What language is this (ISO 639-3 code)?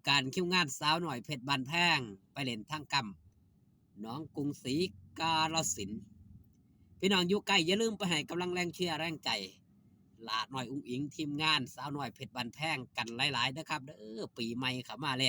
tts